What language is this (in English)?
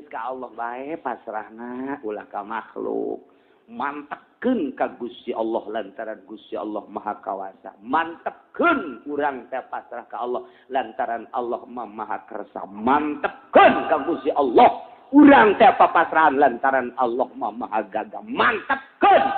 Sundanese